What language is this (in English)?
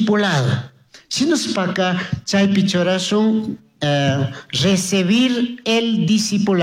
Chimborazo Highland Quichua